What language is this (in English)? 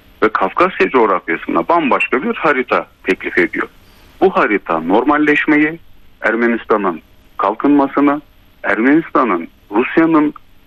Turkish